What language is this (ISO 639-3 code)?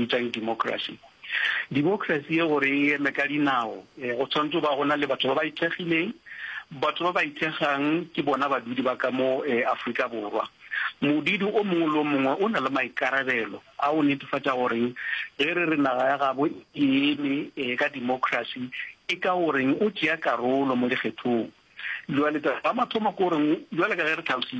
nso